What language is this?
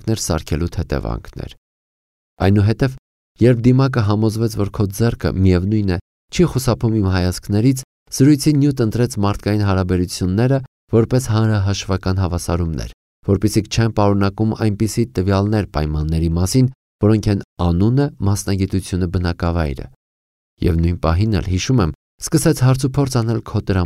Armenian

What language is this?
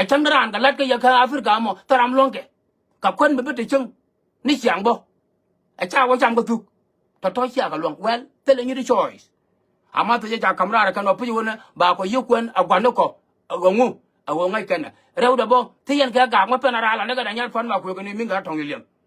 Nuer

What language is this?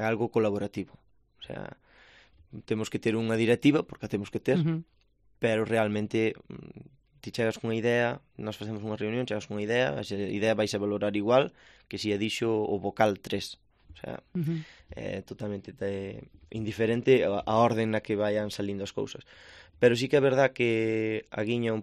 Galician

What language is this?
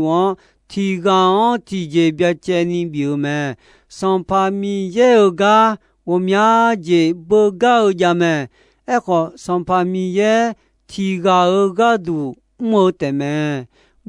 Akha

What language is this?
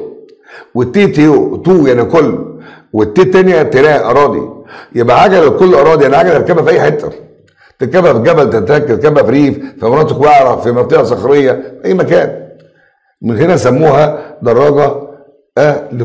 Egyptian Arabic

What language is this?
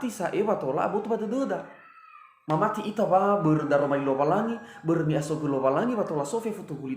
Nias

